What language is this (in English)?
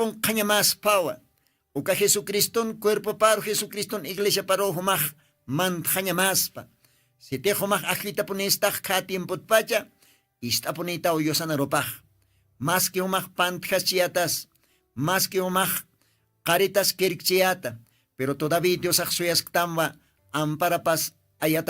Aymara